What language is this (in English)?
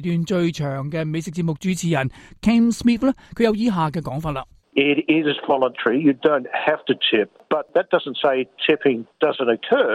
Cantonese